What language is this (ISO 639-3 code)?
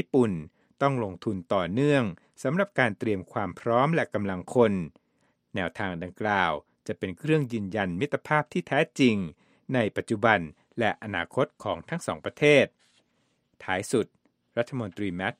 tha